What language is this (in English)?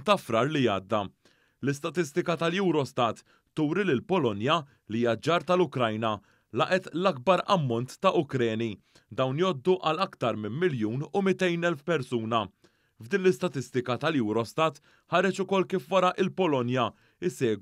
Maltese